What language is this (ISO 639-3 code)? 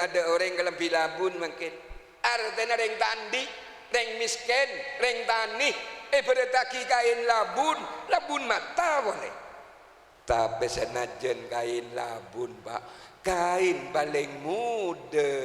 mad